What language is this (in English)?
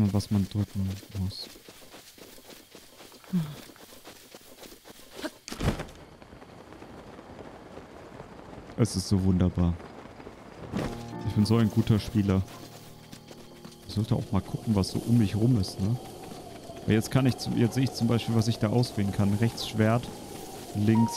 German